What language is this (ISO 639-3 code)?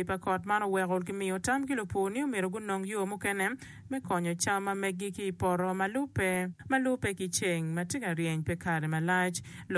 ach